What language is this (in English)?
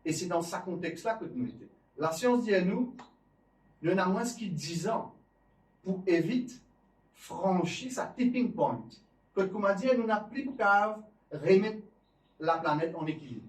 Morisyen